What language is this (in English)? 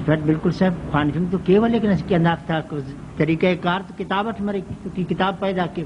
Brahui